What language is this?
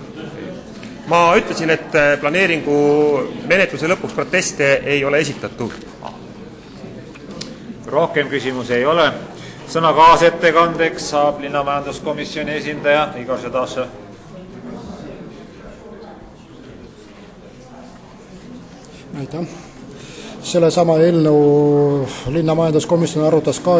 Estonian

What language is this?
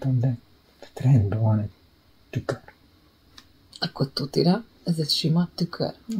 Hungarian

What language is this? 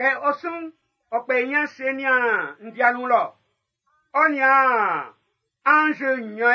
Baoulé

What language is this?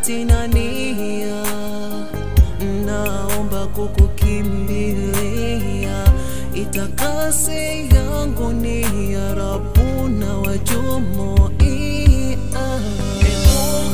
Swahili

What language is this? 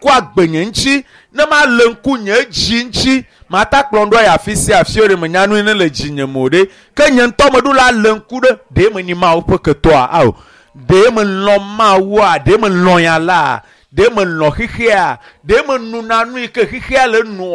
Ewe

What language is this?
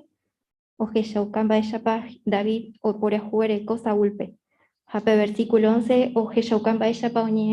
Guarani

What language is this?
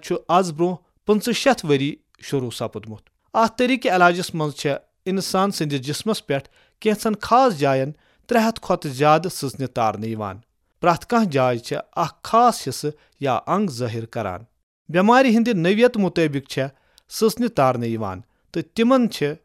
Kashmiri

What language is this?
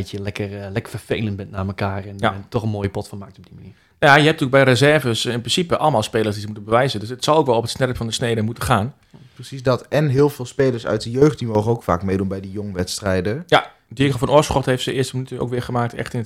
Dutch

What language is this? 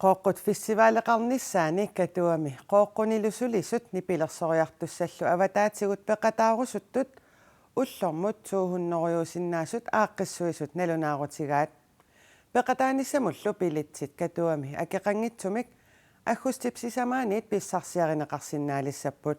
Kalaallisut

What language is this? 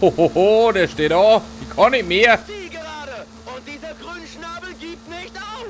Bavarian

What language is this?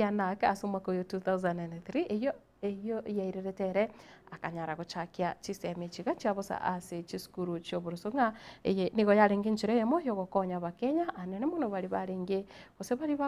Gusii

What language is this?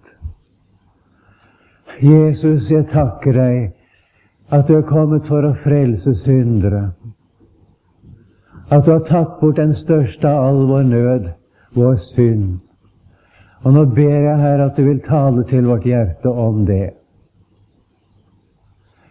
Norwegian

